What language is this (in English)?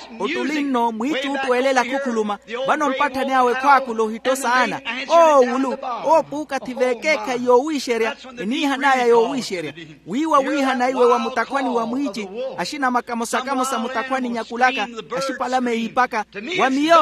Makhuwa